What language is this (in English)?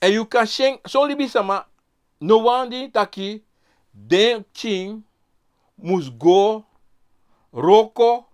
Sranan Tongo